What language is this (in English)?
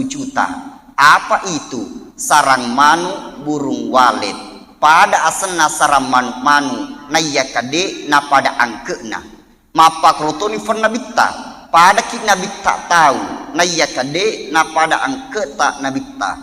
Buginese